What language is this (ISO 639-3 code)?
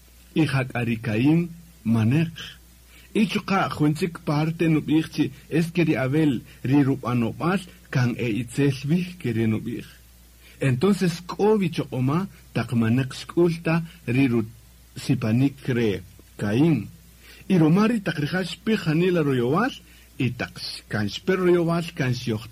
cak